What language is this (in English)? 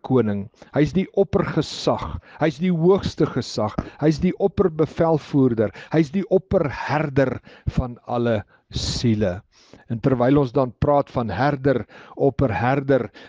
Afrikaans